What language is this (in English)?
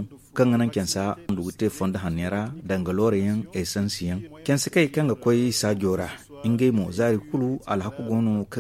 Zarma